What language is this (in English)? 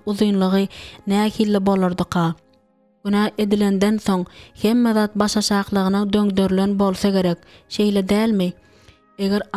Turkmen